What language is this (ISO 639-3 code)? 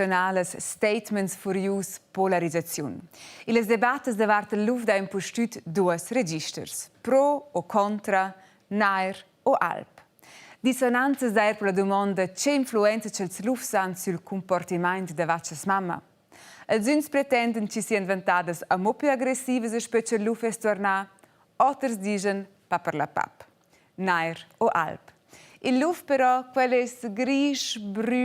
roh